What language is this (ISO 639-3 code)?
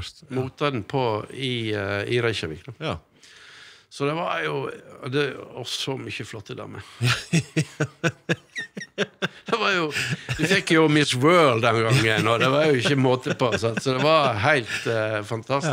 nor